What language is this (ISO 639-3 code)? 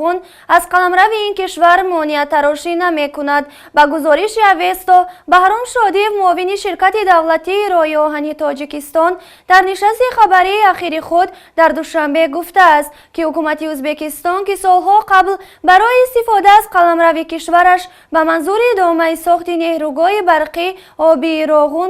tgk